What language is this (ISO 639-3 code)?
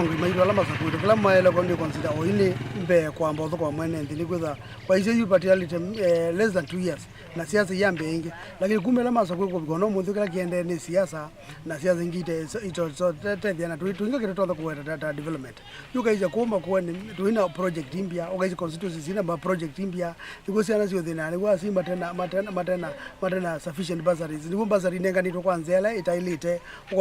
kam